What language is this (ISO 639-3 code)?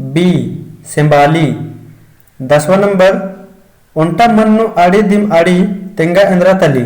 kru